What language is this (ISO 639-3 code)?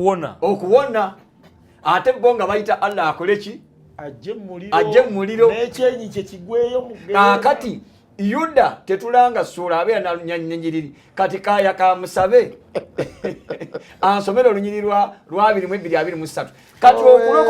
lug